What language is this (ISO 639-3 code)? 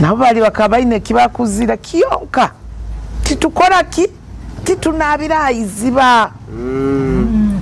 nyo